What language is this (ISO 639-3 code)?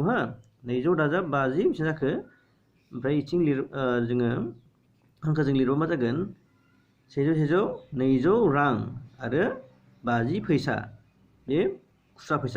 brx